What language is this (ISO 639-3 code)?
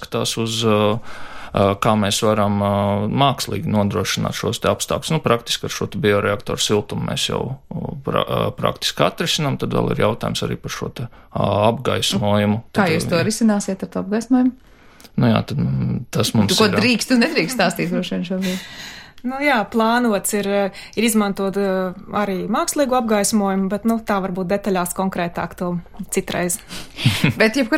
lav